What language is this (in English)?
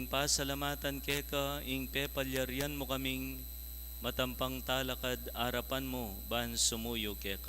Pampanga